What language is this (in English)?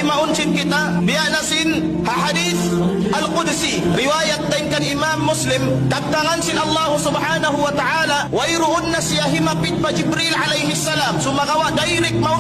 Tausug